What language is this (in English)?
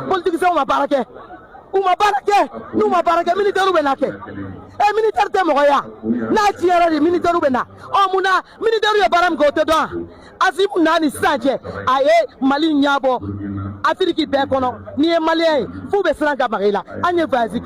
Bambara